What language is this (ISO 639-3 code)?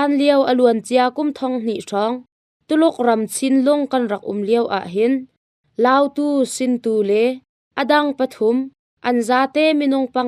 cnh